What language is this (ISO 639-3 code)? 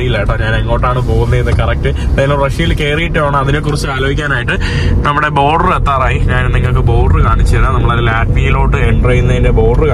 mal